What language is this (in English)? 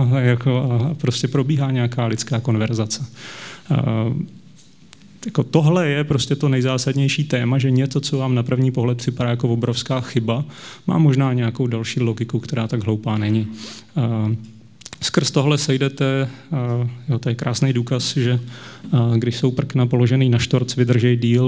Czech